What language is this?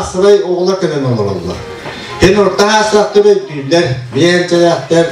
Yakut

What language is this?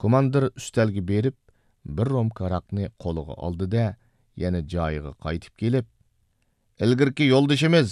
Uyghur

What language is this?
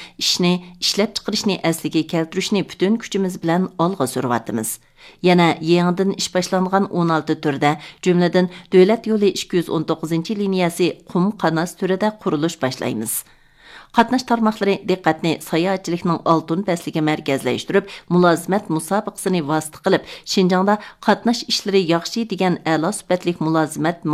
Uyghur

